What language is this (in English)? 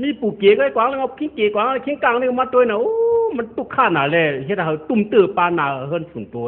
Shan